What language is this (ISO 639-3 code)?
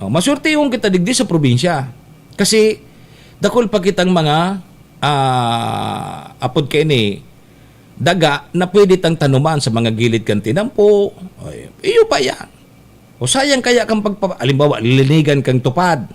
bik